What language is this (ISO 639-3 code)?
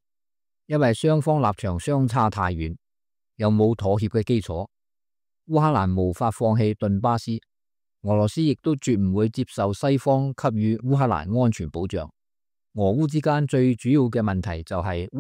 yue